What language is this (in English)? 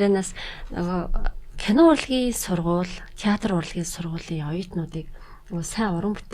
Mongolian